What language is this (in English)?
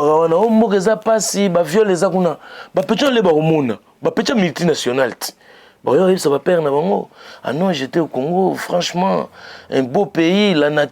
Lingala